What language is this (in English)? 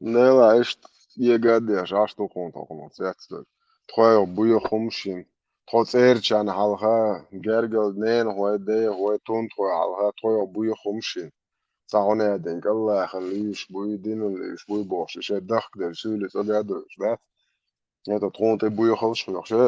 Chechen